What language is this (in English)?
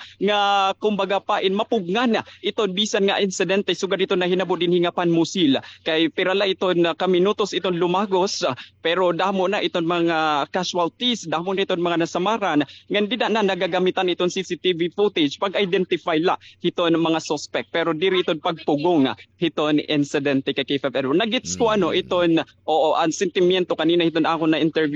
Waray